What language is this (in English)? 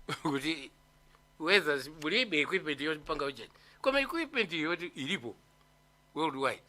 Nyanja